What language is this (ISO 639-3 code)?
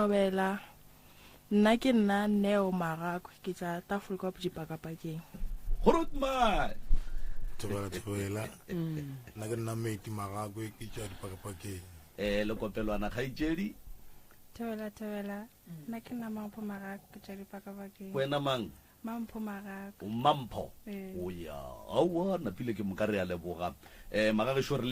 nso